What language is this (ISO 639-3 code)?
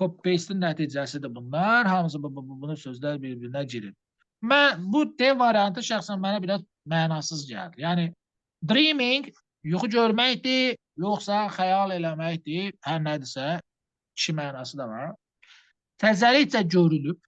aze